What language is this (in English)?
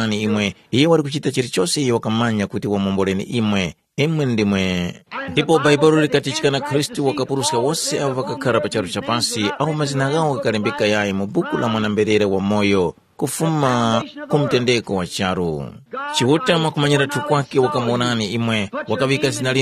Tumbuka